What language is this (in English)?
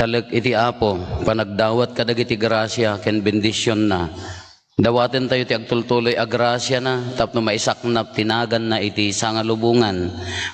Iloko